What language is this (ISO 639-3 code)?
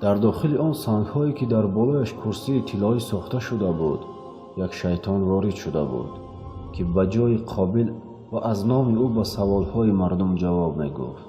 tgk